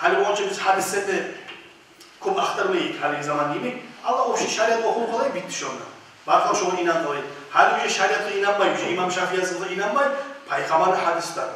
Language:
Kumyk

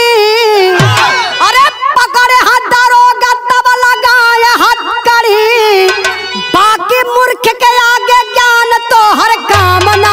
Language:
Bhojpuri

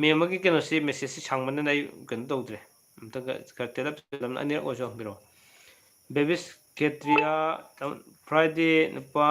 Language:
Manipuri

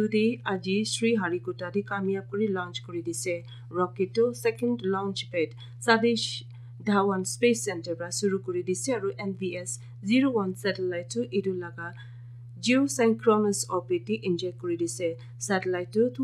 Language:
Naga Pidgin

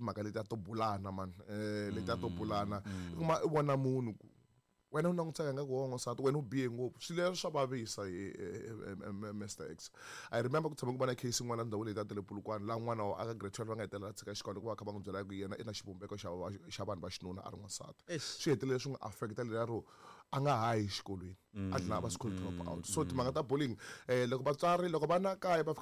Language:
Tsonga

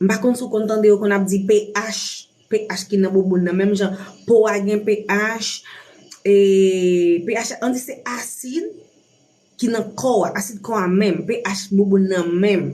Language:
Haitian Creole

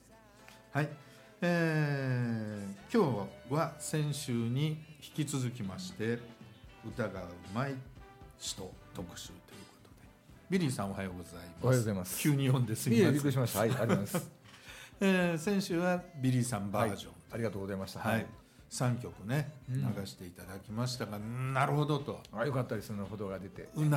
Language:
Japanese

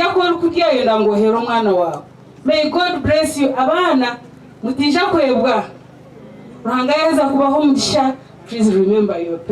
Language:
Nyankole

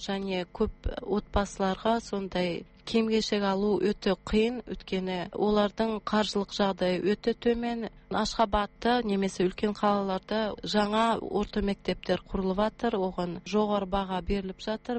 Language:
Kazakh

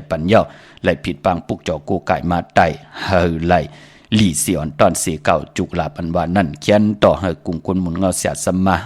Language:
Shan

